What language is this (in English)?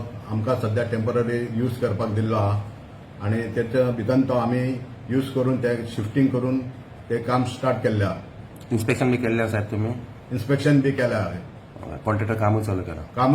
Konkani